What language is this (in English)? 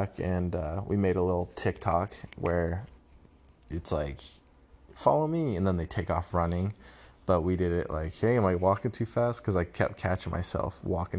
English